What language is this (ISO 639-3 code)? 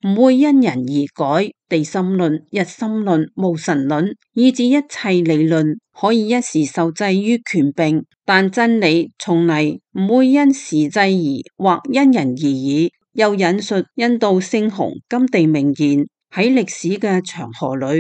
yue